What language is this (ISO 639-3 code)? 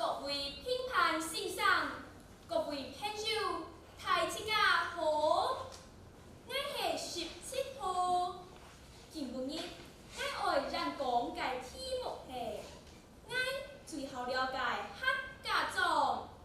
hak